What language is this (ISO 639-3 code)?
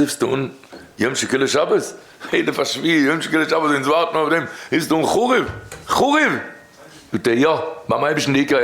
yid